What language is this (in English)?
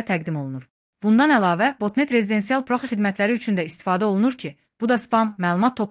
Azerbaijani